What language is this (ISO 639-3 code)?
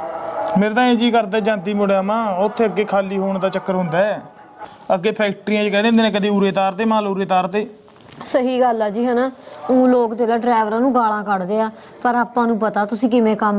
pan